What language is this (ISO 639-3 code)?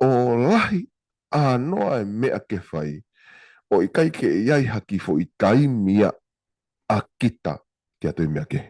ton